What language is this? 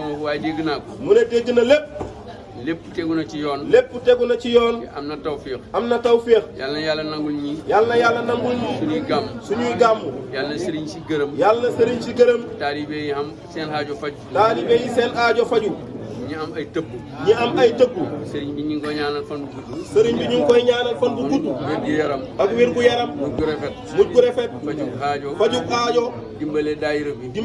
Wolof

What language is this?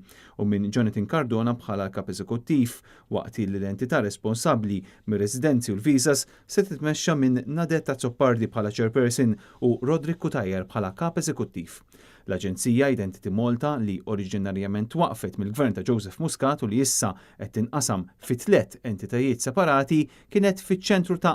Maltese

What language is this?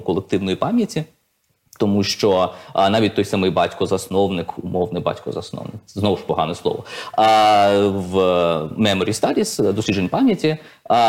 Ukrainian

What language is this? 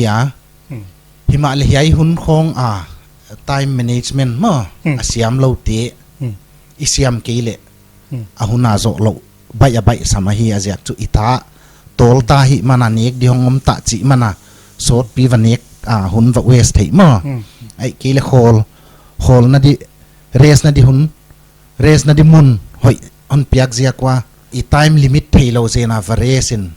Paite Chin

